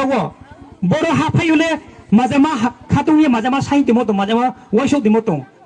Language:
Riang (India)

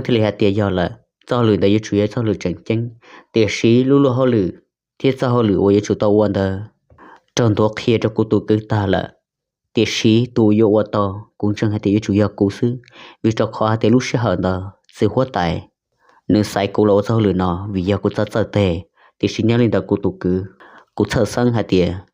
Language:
Hmong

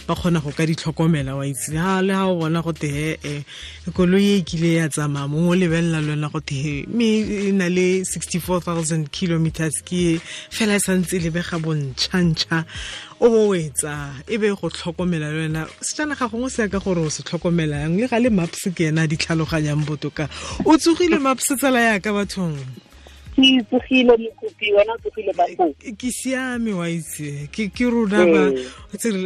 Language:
Tswana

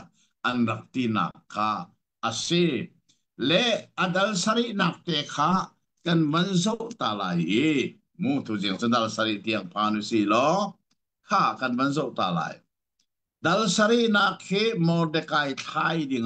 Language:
Hakha Chin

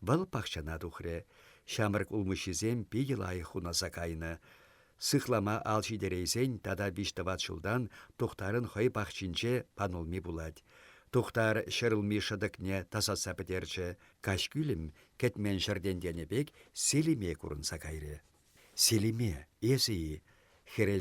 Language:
Chuvash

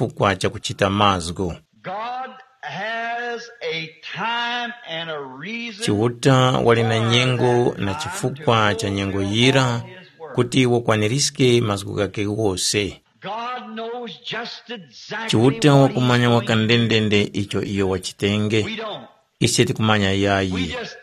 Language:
Tumbuka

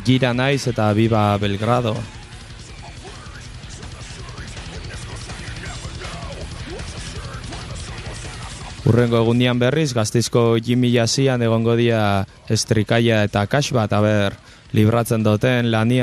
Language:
Basque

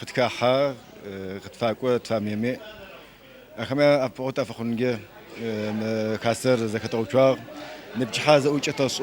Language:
Adyghe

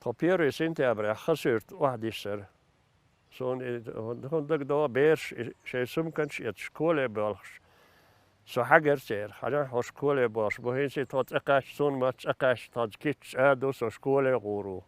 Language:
Chechen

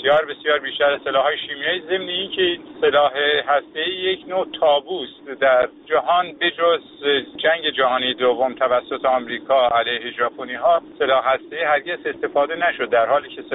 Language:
Persian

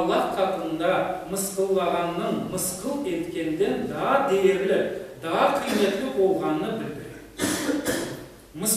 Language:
Crimean Tatar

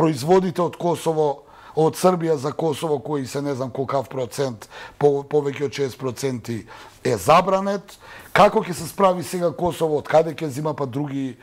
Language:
Macedonian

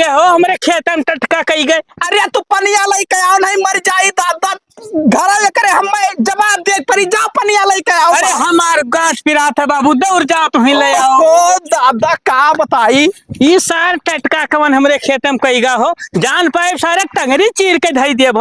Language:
Awadhi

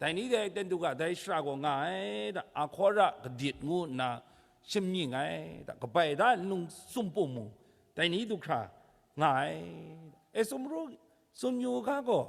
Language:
Kachin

